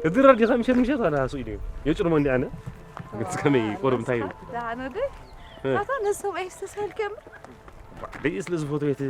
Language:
Tigrinya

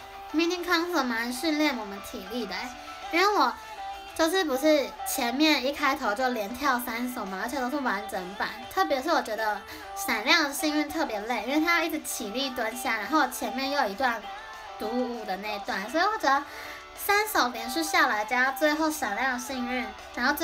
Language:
Chinese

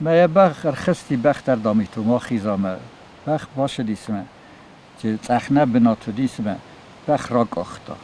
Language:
Ossetic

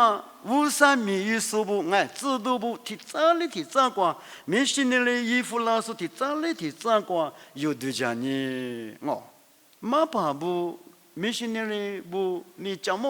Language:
Lisu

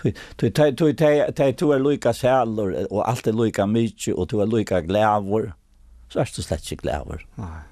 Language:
Faroese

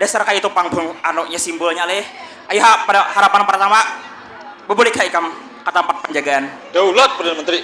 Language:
Banjar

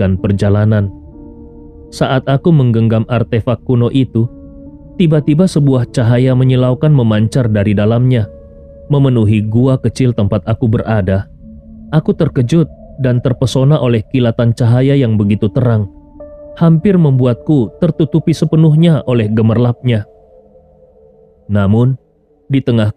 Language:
Indonesian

